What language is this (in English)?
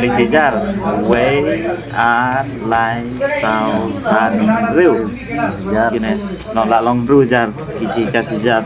Khasi